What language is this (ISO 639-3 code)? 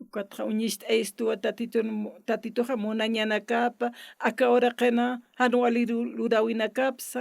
aym